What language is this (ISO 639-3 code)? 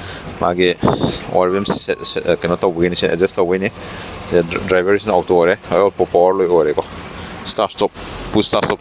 mni